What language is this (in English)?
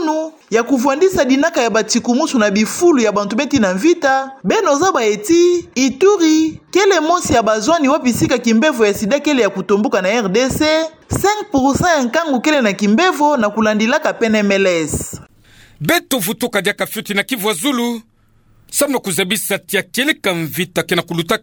Kituba (Democratic Republic of Congo)